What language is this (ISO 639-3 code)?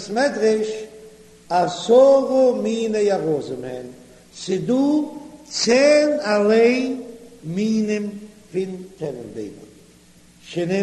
yid